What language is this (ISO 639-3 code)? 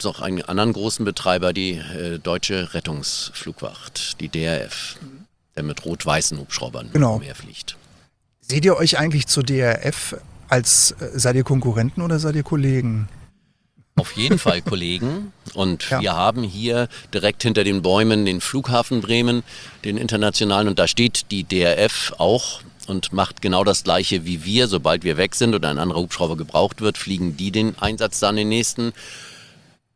deu